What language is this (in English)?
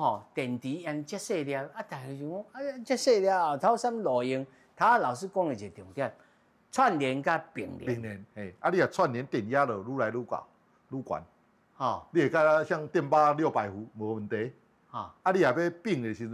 Min Nan Chinese